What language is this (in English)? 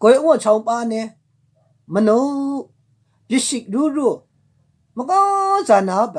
Maru